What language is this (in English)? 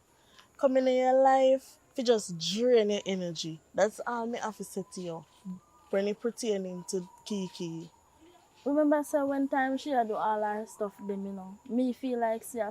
Jamaican Creole English